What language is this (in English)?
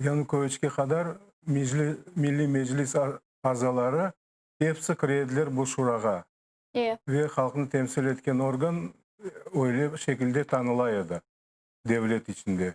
Crimean Tatar